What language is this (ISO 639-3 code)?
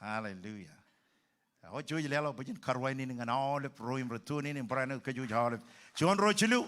mah